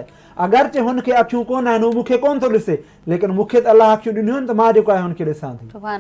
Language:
Sindhi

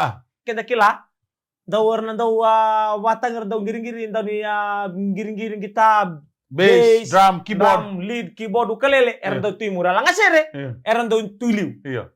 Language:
Fijian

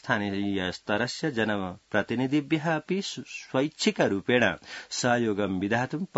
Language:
Sanskrit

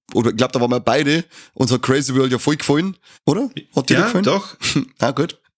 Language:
Bavarian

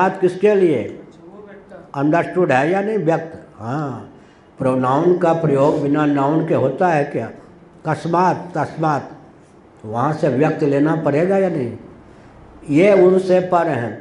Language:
Hindi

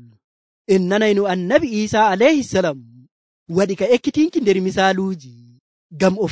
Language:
Nigerian Fulfulde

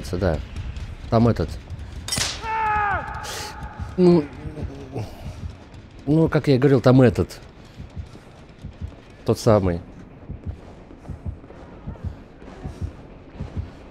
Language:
Russian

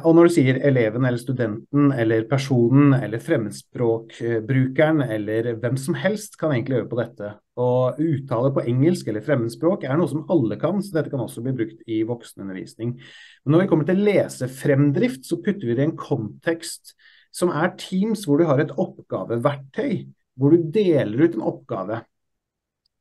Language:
Norwegian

